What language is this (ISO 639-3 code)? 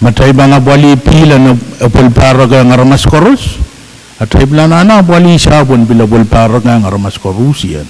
pon